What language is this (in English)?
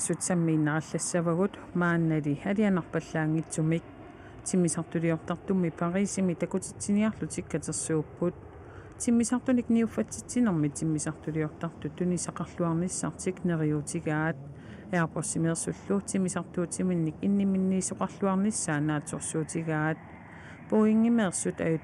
Kalaallisut